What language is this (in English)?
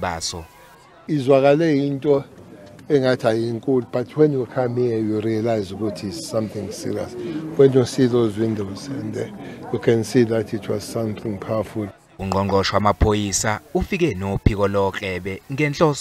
Zulu